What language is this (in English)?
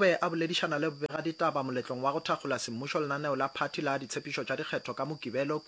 Northern Sotho